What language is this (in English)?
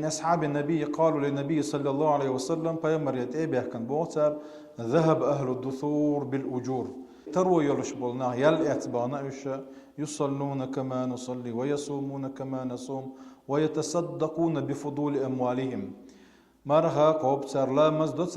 Chechen